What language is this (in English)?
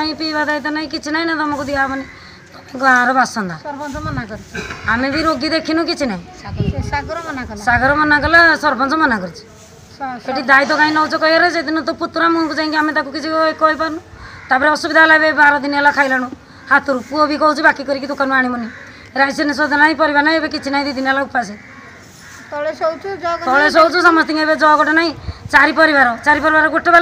Odia